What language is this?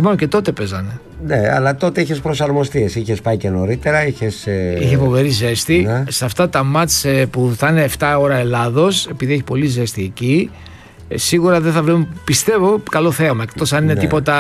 Greek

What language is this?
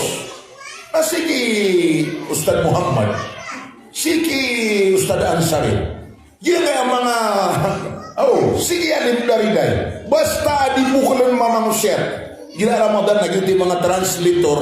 Maranao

